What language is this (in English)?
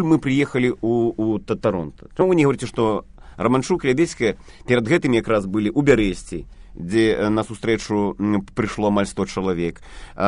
Belarusian